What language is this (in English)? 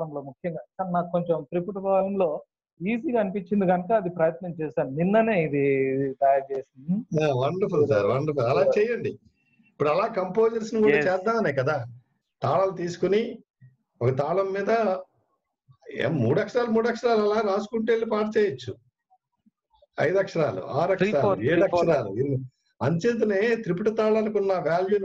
Telugu